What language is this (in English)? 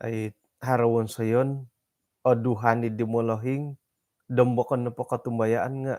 Central Dusun